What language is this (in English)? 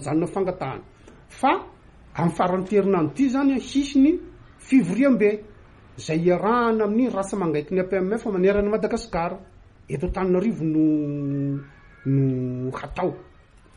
Malagasy